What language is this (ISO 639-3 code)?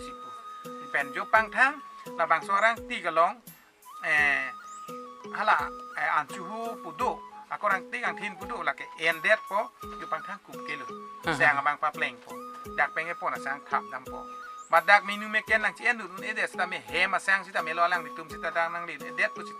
mjw